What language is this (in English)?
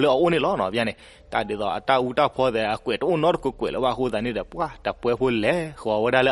S'gaw Karen